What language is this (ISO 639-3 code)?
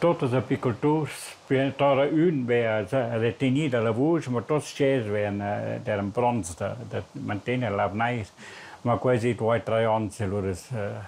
roh